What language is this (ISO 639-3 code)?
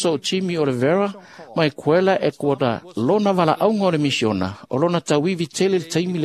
smo